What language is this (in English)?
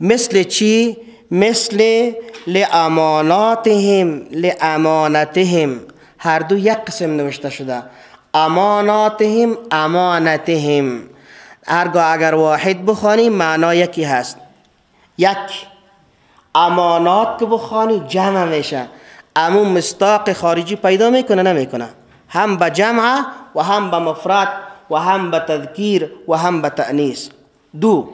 Persian